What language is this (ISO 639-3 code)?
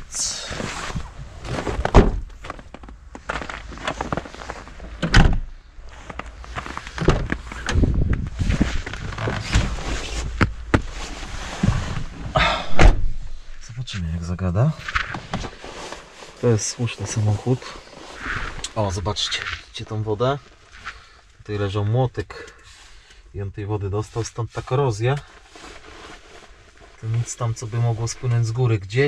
pol